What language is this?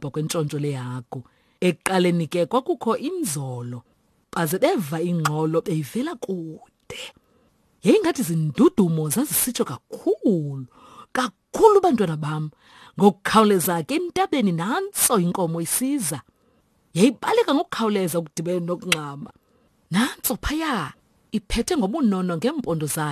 Xhosa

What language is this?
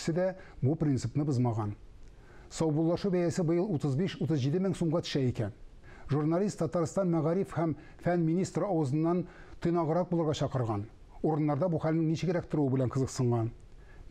Tatar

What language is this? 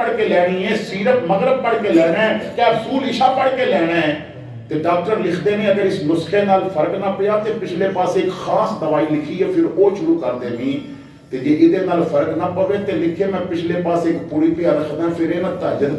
Western Panjabi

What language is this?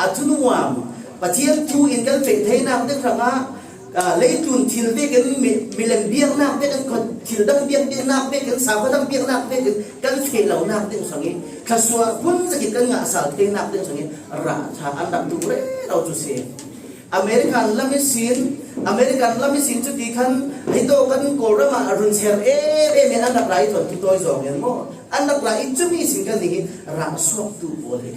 Falam Chin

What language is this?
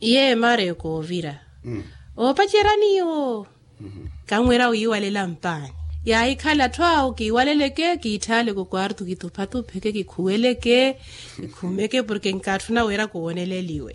Makhuwa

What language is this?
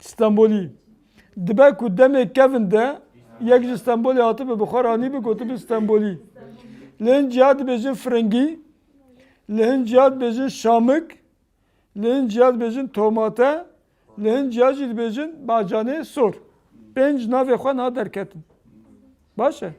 Kurdish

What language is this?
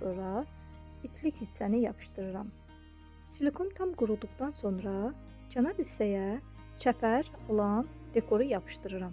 Azerbaijani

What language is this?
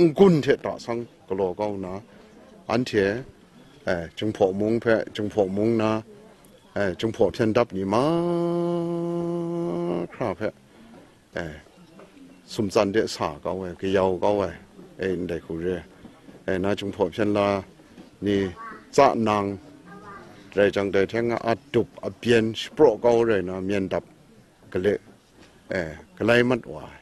Kachin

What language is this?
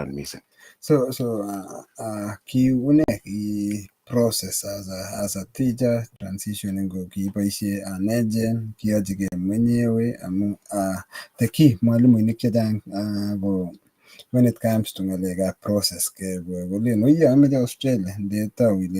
Kalenjin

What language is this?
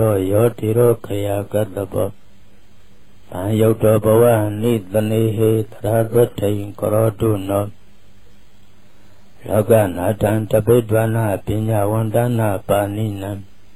Burmese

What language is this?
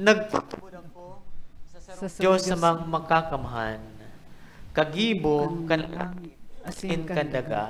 Bikol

